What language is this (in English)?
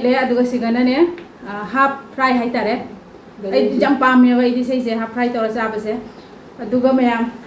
Manipuri